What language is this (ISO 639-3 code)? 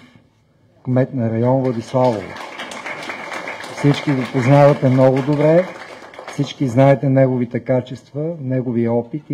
bul